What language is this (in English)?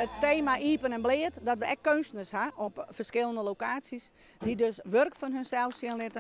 Western Frisian